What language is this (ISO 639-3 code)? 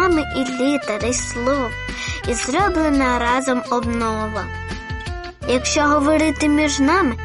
ukr